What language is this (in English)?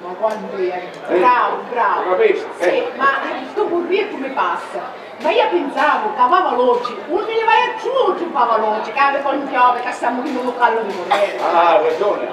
Sicilian